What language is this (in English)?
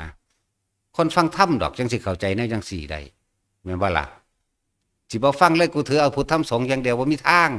Northeastern Thai